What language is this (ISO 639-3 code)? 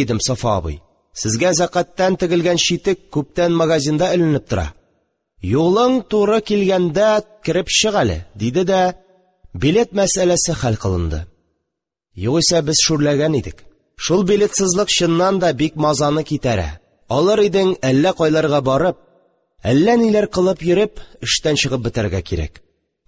tat